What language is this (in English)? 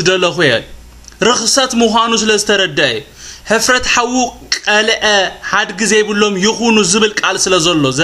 Tigrinya